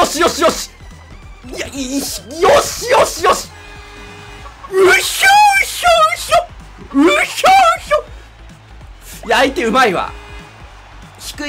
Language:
Japanese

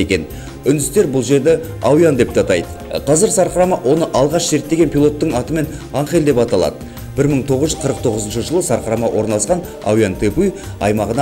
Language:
Kazakh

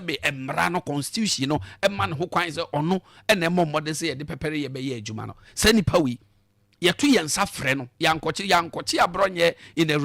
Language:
Akan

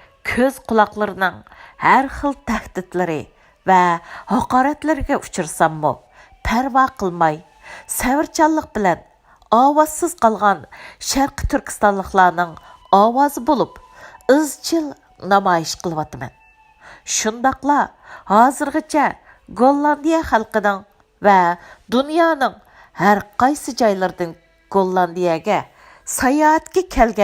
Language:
Uyghur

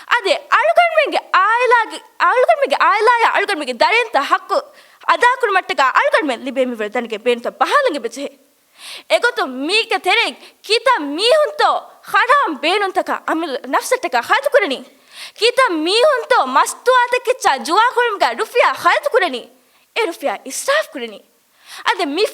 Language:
Divehi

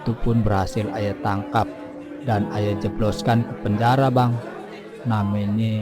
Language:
Betawi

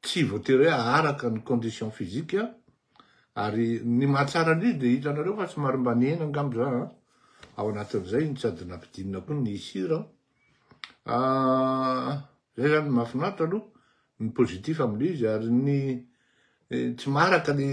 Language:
Malagasy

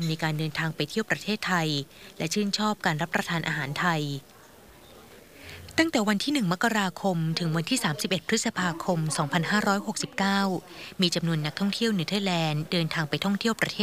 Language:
Thai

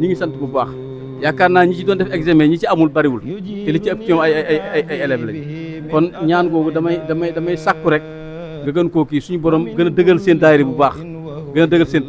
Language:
Wolof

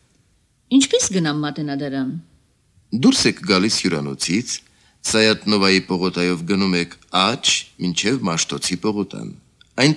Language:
Armenian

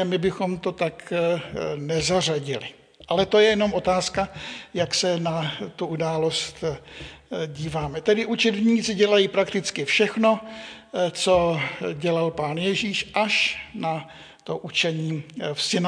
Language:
Czech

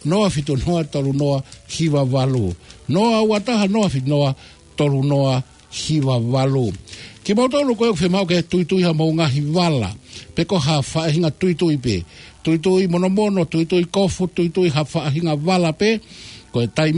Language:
Tongan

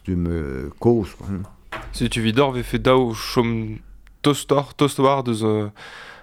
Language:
Breton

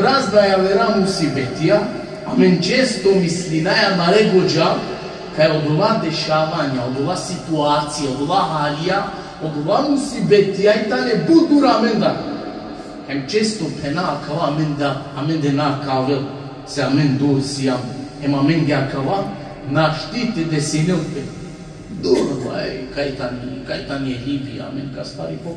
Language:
Balkan Romani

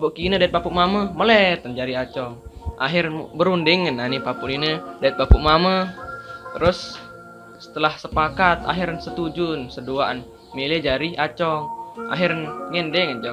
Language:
Sasak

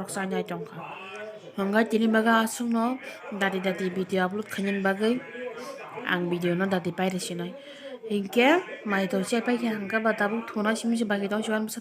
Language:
Kok Borok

